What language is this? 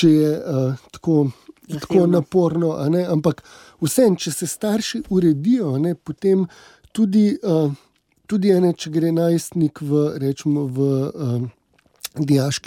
Slovenian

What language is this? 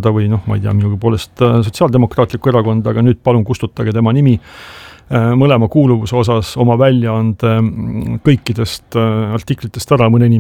Estonian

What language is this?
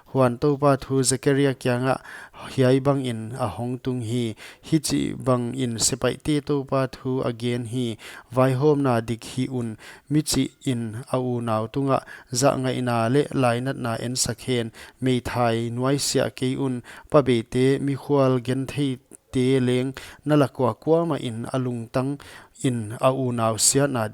Paite Chin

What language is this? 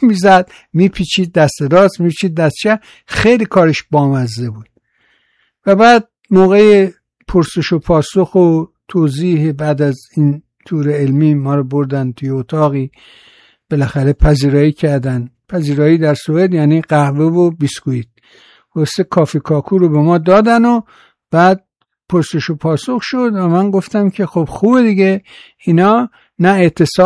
Persian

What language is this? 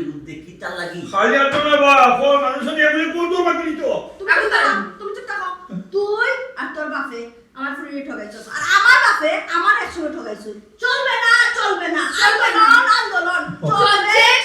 Sylheti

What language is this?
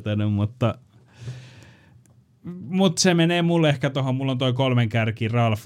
Finnish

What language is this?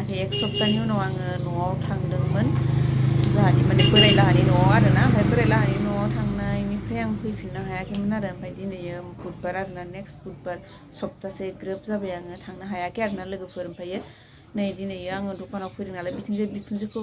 Bodo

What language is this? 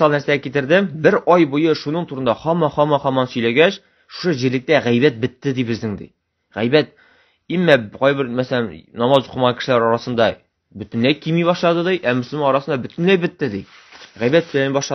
Tatar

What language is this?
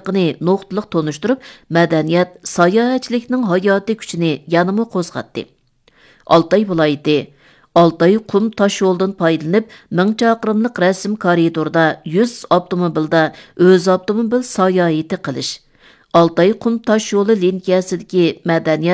Uyghur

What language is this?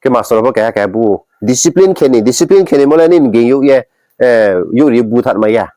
Riang (India)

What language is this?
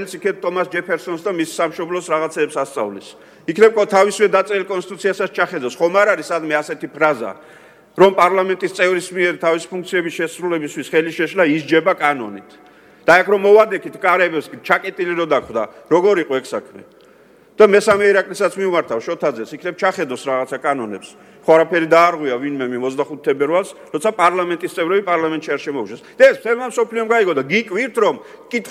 Georgian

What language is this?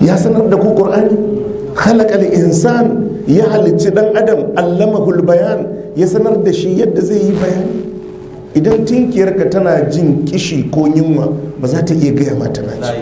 Hausa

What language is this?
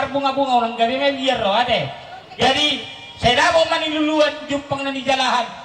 Batak Toba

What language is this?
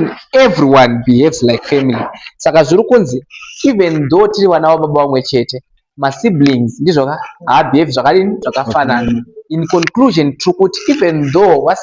Shona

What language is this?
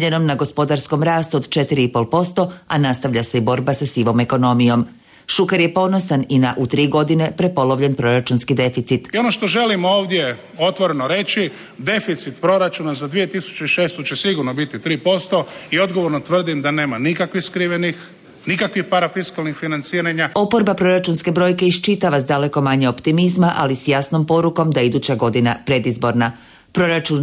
Croatian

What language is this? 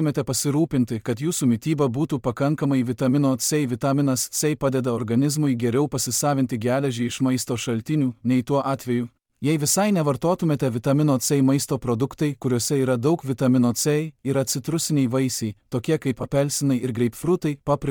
Lithuanian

